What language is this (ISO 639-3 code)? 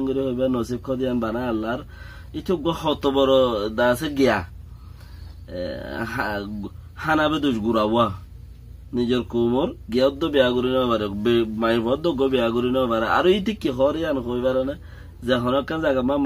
rhg